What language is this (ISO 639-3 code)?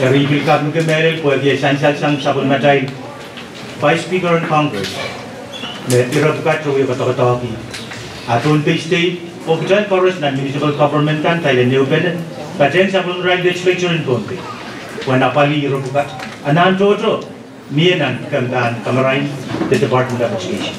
pon